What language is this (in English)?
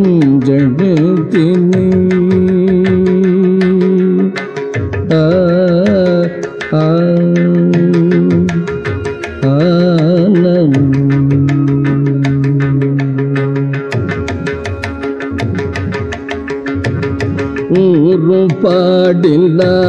Tamil